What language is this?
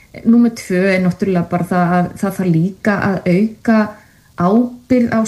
Icelandic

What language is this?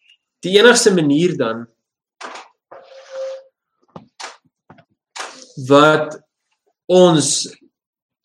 Afrikaans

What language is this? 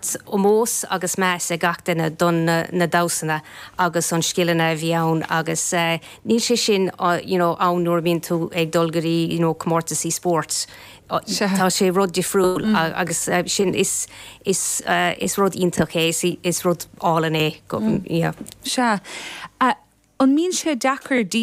Irish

